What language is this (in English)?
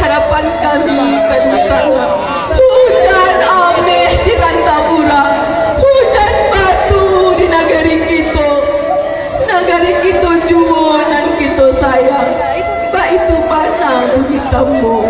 Minangkabau